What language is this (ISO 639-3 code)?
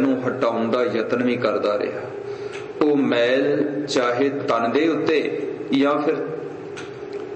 pan